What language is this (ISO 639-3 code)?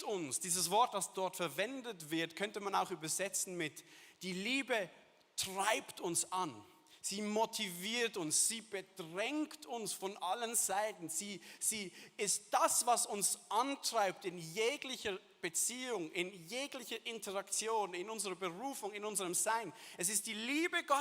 gsw